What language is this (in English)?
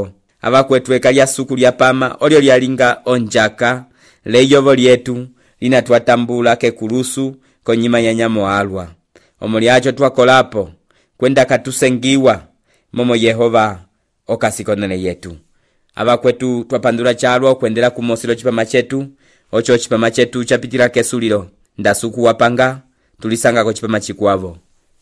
Umbundu